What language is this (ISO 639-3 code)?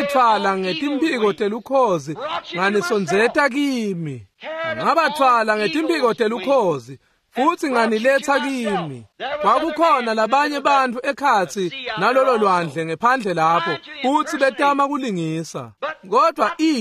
ssw